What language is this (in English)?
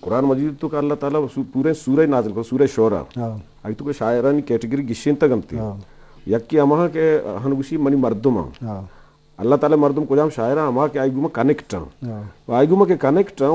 Eastern Balochi